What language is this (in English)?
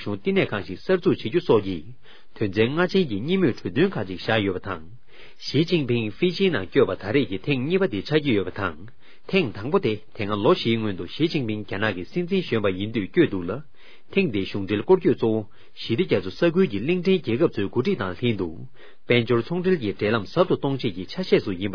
Tibetan